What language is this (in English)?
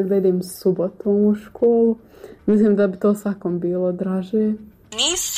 Serbian